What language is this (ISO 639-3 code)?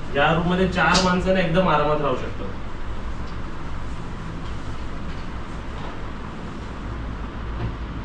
mar